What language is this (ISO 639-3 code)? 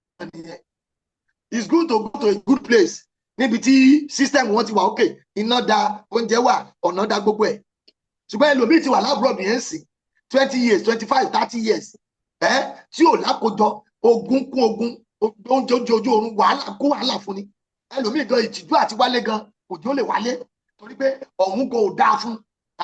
yor